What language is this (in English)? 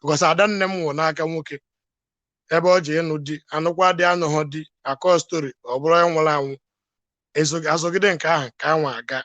Igbo